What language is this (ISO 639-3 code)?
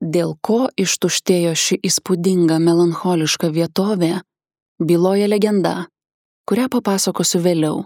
lit